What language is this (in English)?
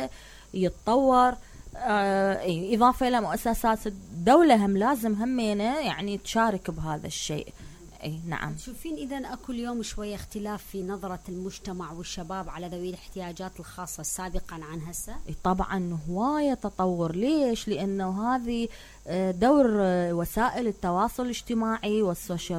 Mesopotamian Arabic